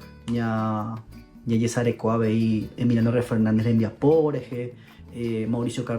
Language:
Guarani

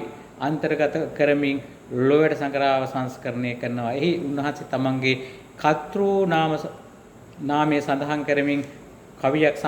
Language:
Sinhala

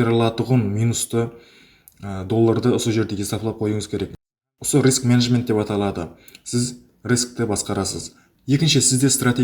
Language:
Kara-Kalpak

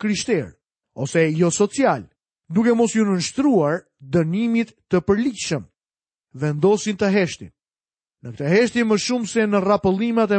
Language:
Albanian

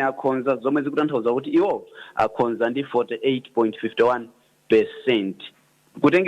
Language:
Nyanja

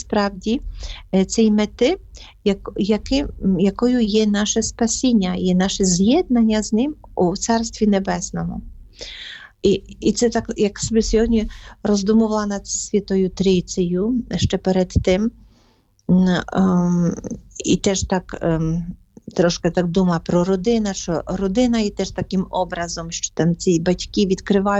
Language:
Ukrainian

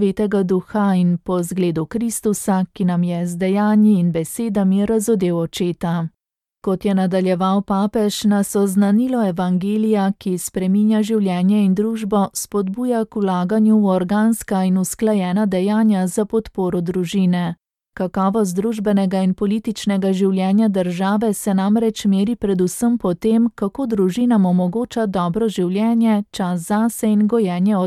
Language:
Slovenian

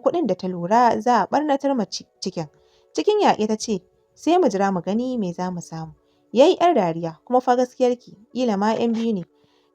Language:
Hausa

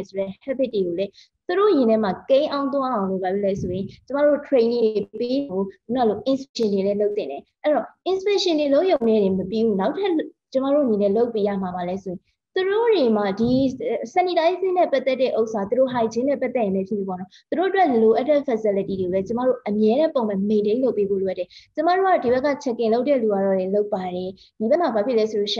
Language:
Burmese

